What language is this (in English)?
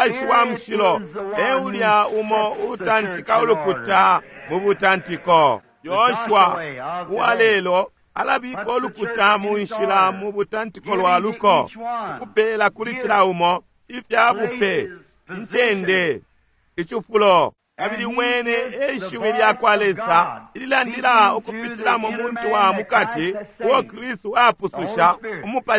Bemba